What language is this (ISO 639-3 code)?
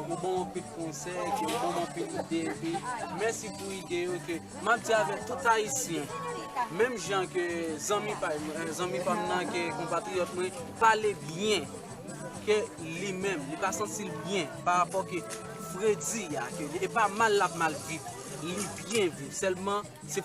hat